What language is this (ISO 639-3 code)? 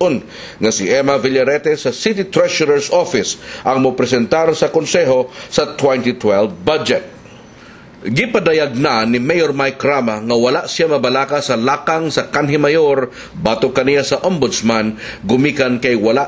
ceb